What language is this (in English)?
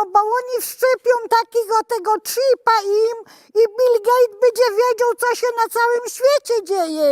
Silesian